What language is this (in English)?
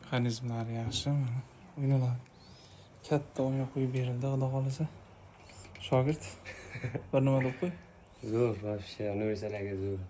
Uzbek